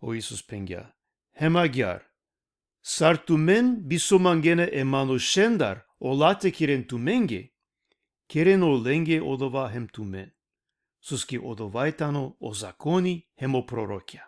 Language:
Balkan Romani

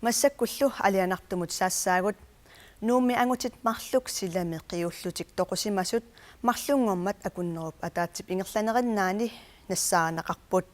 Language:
Kalaallisut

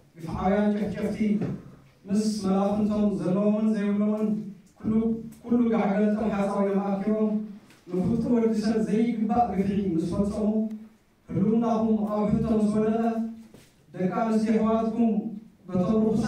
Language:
Tigrinya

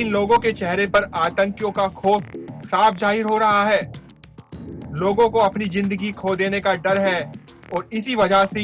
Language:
Hindi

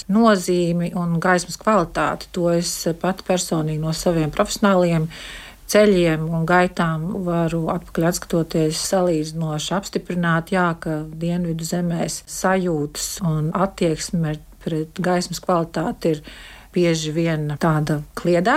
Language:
Latvian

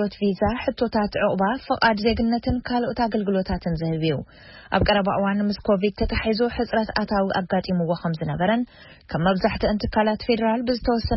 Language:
Tigrinya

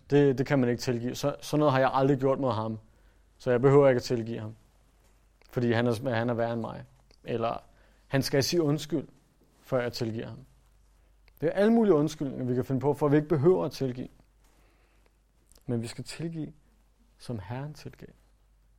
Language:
Danish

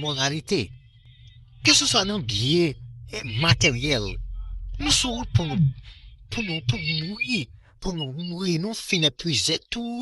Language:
Haitian Creole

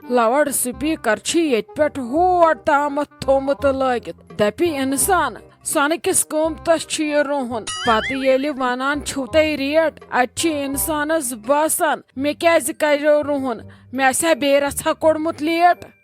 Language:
Kashmiri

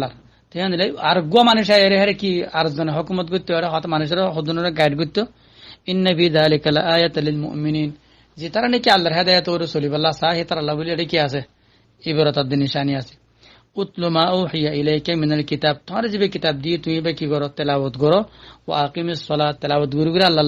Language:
Rohingya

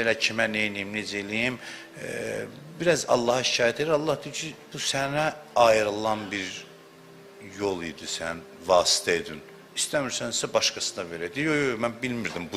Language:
Azerbaijani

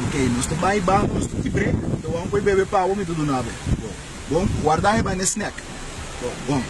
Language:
Papiamento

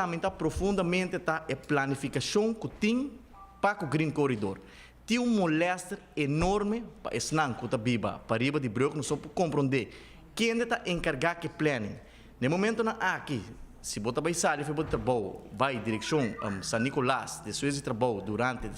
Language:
Papiamento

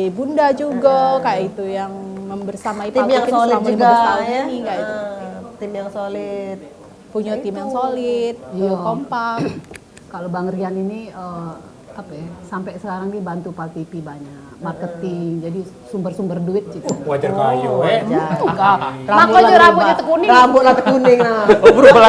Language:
Musi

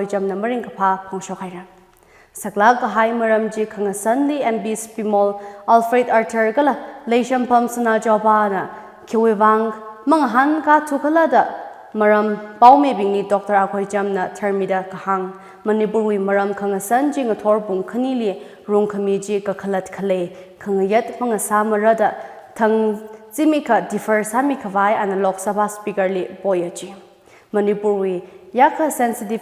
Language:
Tangkhul Naga (India)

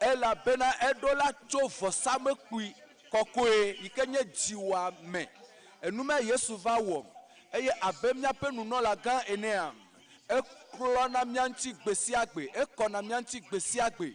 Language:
Ewe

